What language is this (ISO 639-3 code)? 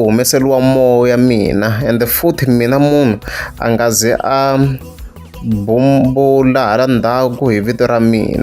tso